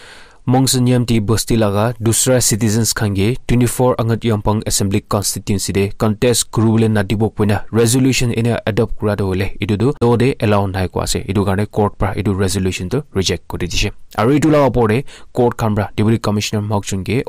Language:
Naga Pidgin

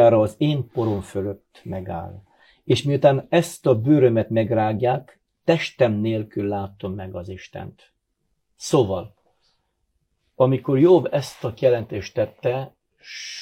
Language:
Hungarian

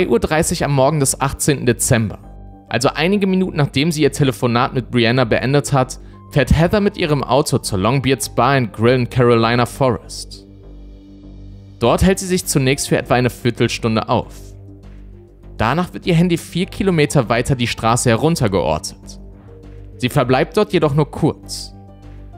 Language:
German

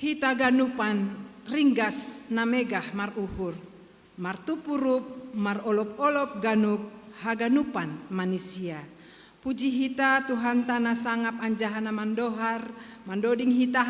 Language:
Batak Simalungun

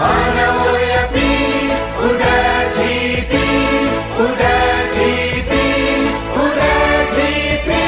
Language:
Newari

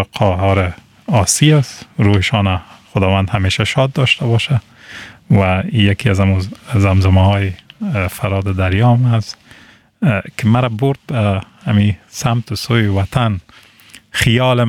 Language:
Persian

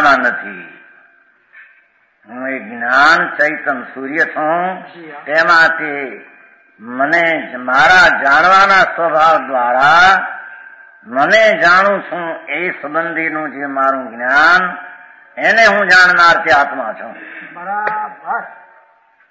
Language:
Gujarati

